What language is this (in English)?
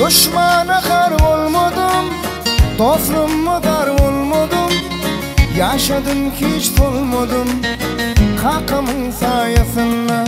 Turkmen